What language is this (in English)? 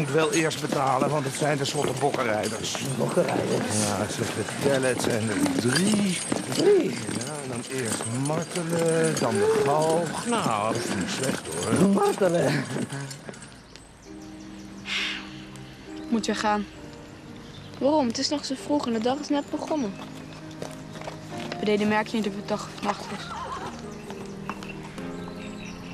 Dutch